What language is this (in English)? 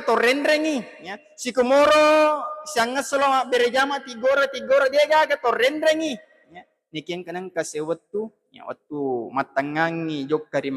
Buginese